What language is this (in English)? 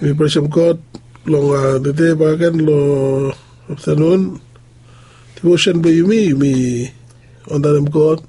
Bislama